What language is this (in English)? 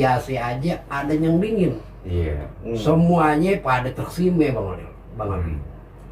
Betawi